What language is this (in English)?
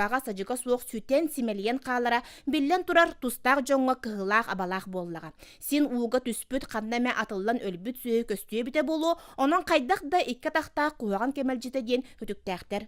Yakut